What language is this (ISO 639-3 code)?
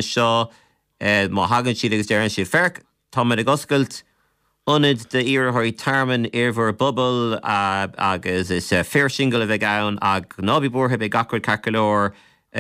gle